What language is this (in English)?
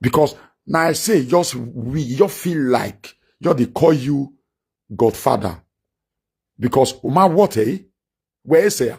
Nigerian Pidgin